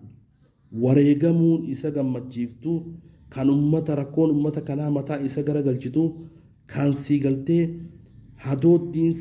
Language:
Oromo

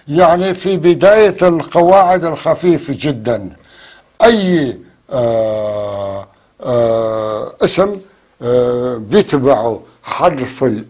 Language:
North Levantine Arabic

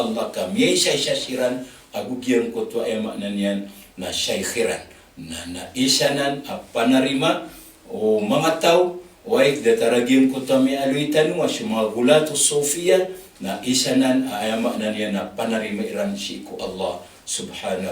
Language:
Maranao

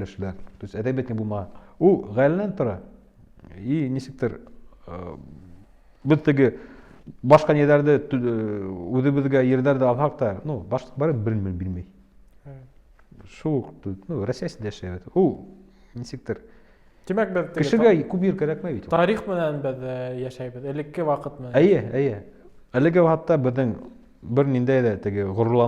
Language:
Bashkir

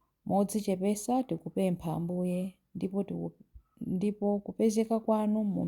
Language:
Nyanja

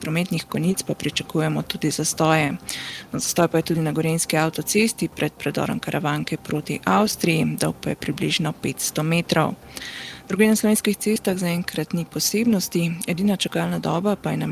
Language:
Slovenian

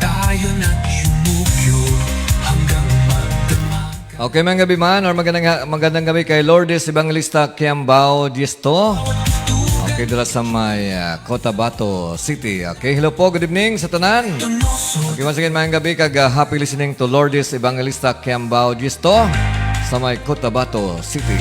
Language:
Hiligaynon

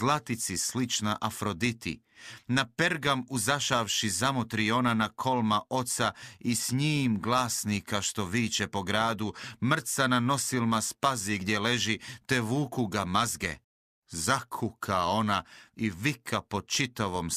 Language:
Croatian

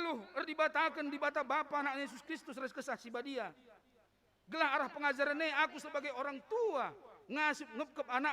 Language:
Batak Karo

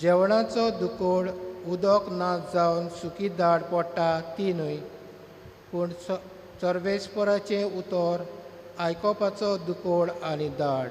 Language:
Konkani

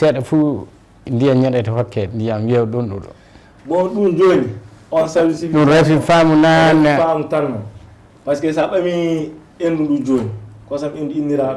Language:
Fula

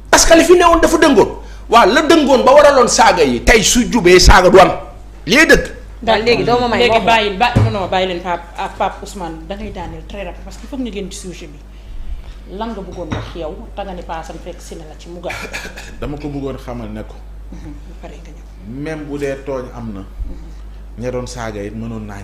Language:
Wolof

